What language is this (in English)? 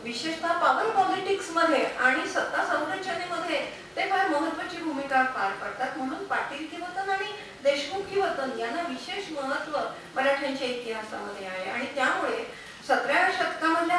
Marathi